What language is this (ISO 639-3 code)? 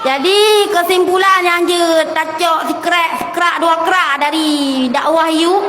ace